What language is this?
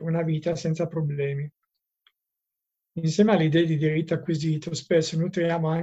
Italian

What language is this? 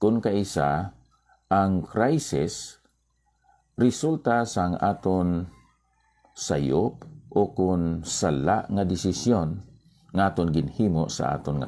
Hiligaynon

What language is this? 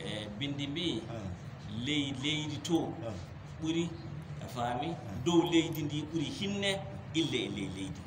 Fula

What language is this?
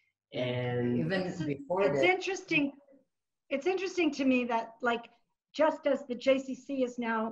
English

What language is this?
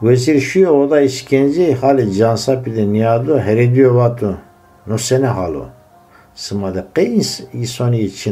Zaza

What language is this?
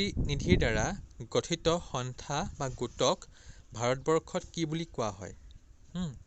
Assamese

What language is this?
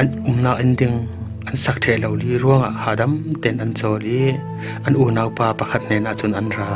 Falam Chin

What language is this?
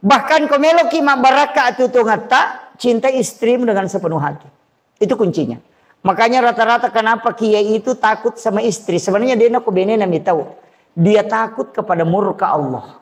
Buginese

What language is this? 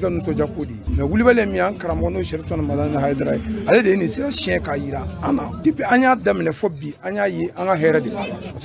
Bambara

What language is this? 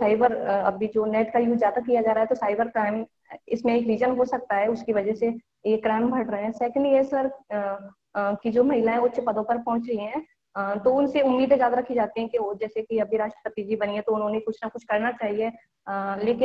Hindi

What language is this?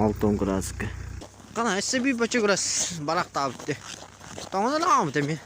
Yakut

